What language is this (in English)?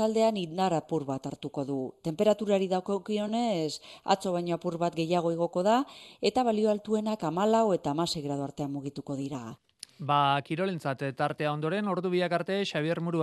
Basque